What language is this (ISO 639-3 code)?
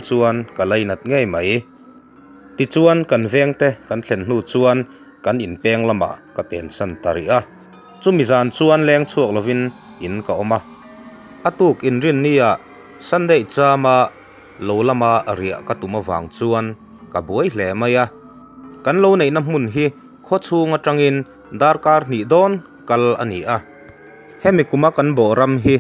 lus